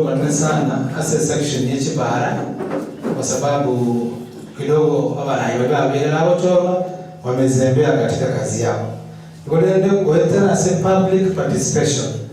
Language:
Gusii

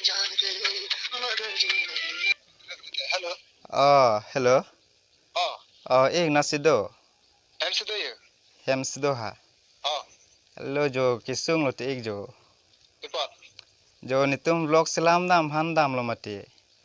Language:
Karbi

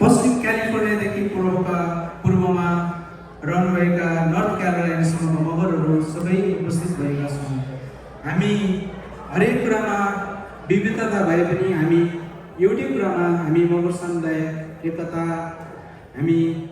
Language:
Nepali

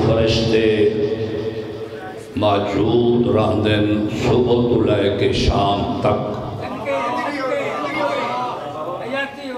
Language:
Saraiki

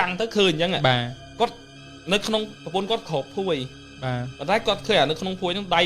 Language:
Khmer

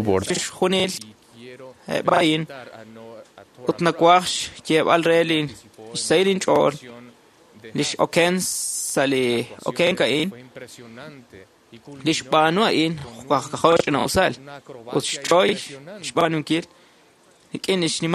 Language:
Kekchí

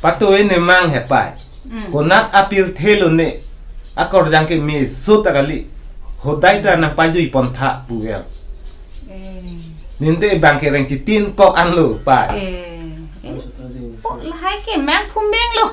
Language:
Karbi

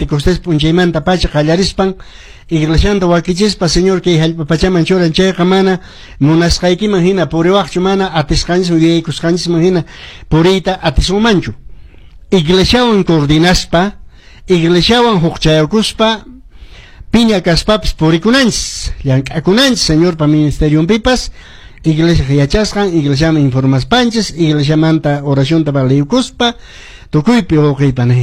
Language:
Quechua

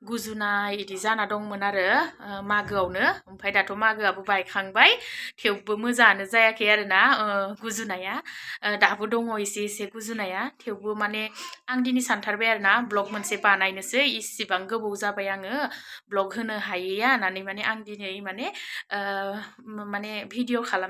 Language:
Bodo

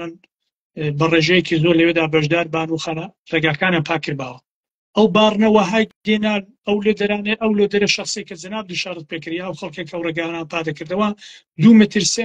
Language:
Central Kurdish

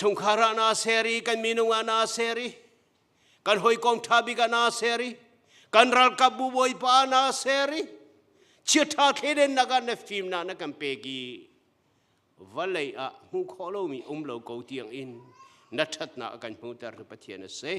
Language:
Hakha Chin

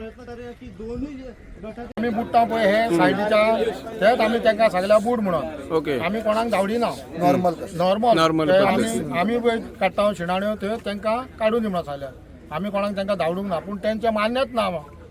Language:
Konkani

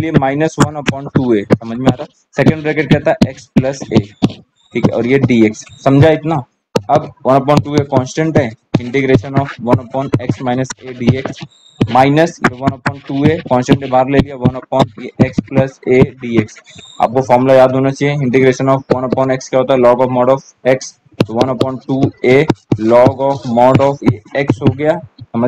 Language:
Hindi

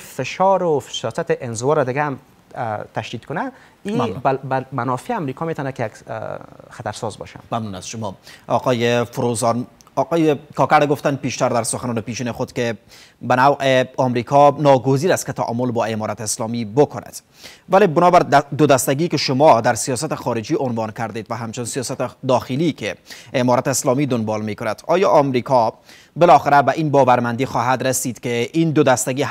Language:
Persian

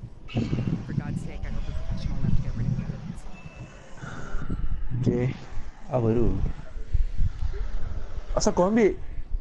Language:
Malay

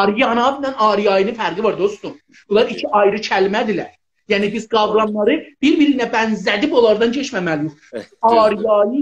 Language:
South Azerbaijani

